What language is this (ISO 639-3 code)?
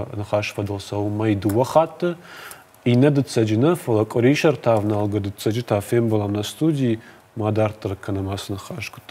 oss